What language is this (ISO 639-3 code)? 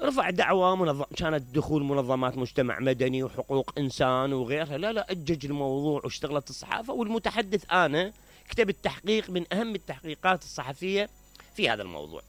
acm